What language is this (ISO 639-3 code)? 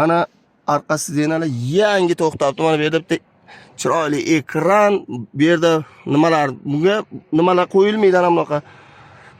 uzb